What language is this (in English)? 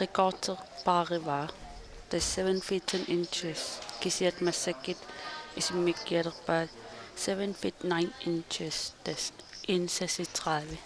Kalaallisut